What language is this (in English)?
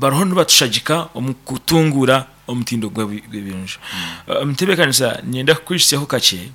Nyankole